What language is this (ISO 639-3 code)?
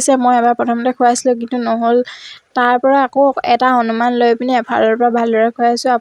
asm